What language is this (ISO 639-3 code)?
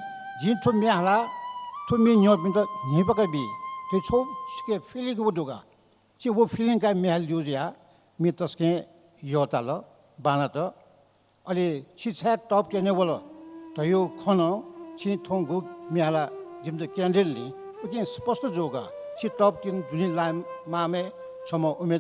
new